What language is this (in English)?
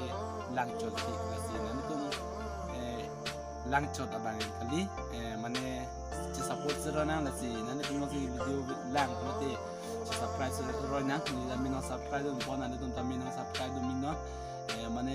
Karbi